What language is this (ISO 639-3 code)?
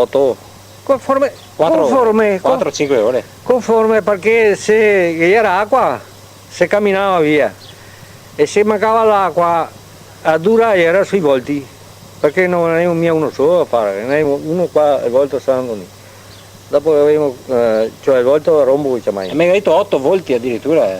vec